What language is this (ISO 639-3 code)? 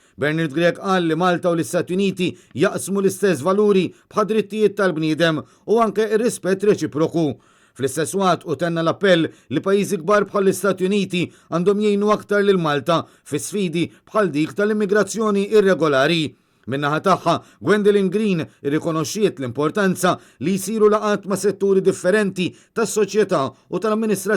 mlt